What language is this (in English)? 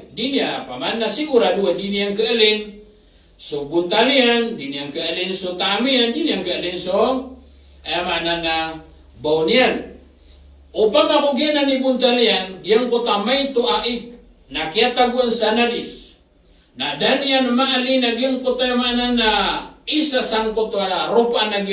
Maranao